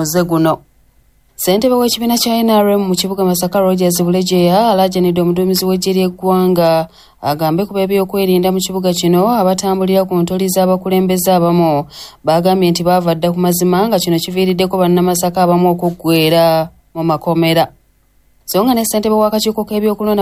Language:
Ganda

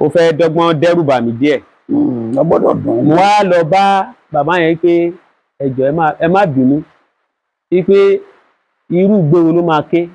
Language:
Yoruba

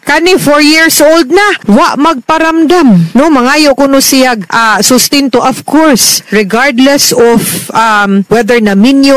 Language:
Cebuano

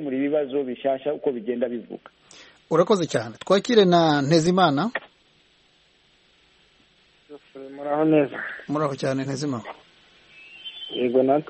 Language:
Kinyarwanda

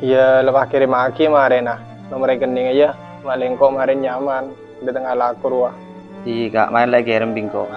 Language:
Madurese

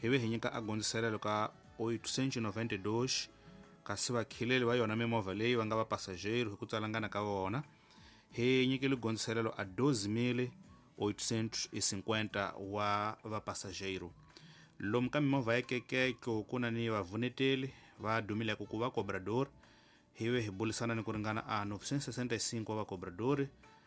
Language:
Tsonga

